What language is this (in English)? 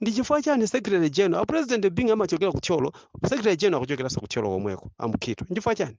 Nyanja